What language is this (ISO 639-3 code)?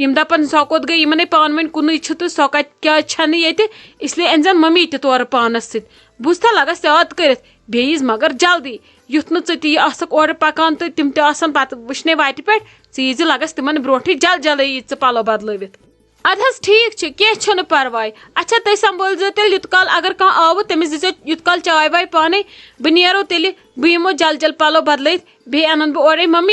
kas